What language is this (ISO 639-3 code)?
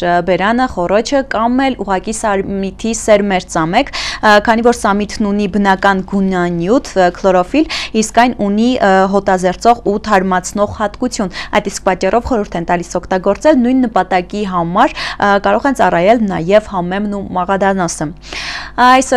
hye